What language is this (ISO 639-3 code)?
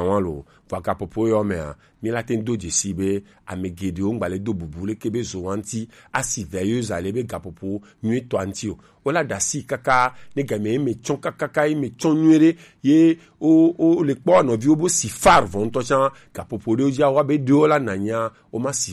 gej